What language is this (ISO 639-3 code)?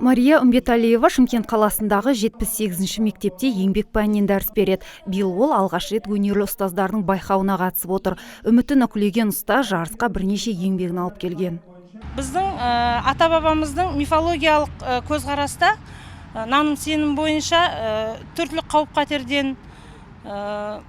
kaz